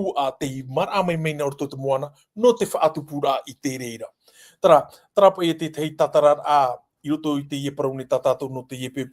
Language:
Tahitian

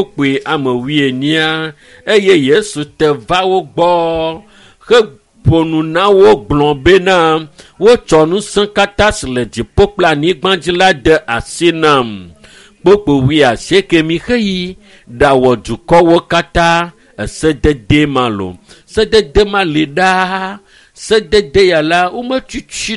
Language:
Ewe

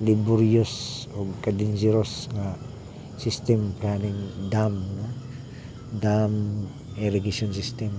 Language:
Cebuano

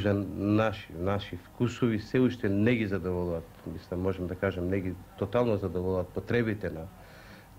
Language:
Macedonian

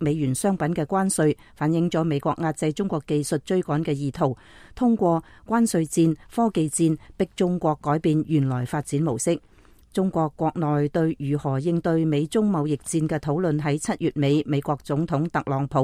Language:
Cantonese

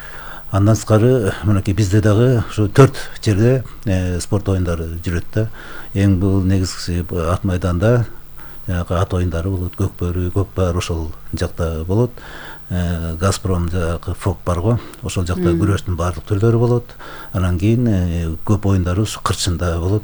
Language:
Kyrgyz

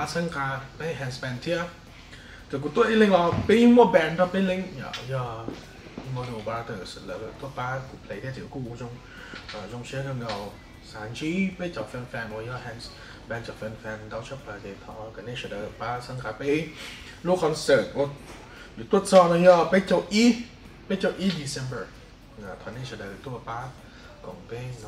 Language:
Hmong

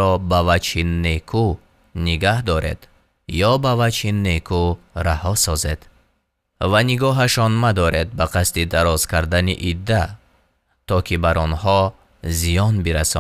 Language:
Tajik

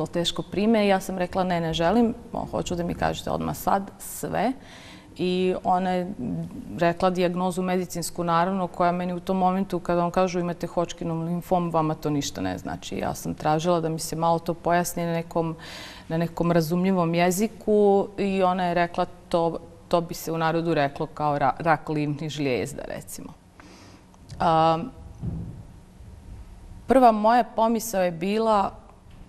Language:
Bosnian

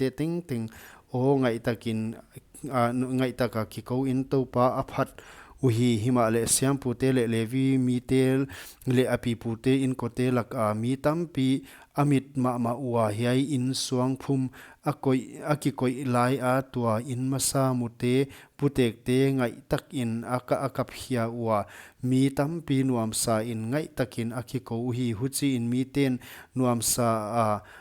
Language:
Paite Chin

